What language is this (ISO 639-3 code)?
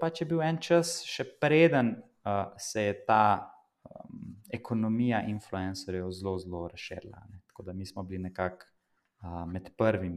slv